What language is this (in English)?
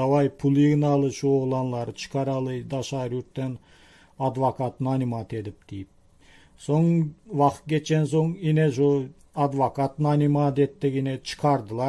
Turkmen